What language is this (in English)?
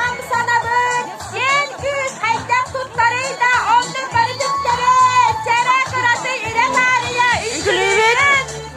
Yakut